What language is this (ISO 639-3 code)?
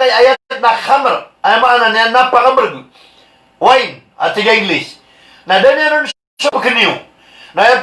mrw